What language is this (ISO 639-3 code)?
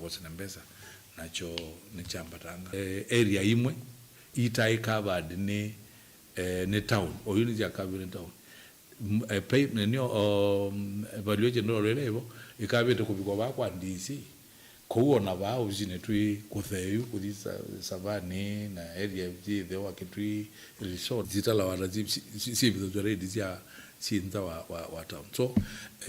kam